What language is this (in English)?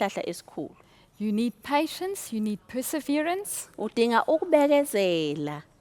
Zulu